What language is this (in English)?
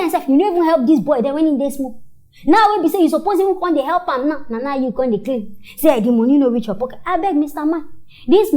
Nigerian Pidgin